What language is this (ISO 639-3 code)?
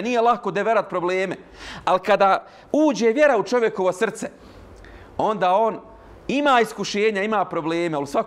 bos